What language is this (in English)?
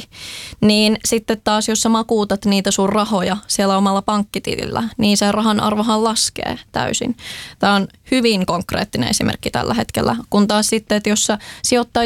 Finnish